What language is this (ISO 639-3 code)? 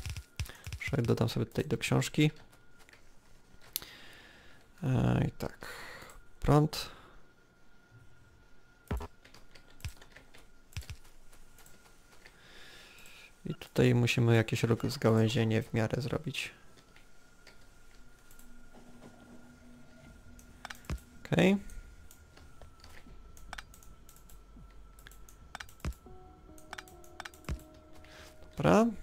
pol